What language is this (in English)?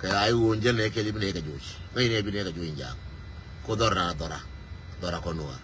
Nuer